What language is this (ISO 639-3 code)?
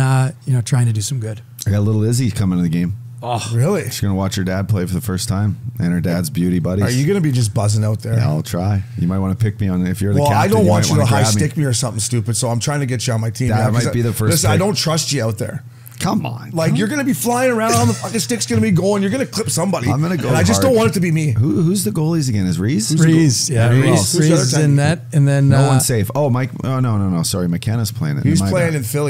eng